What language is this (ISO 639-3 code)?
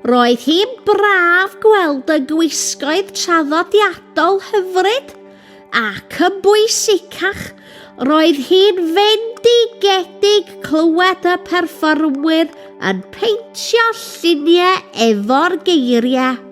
cym